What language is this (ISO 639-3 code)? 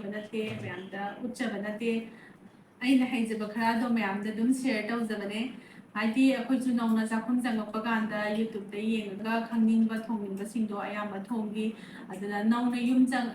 mni